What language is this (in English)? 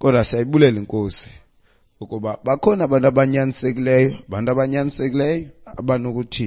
Xhosa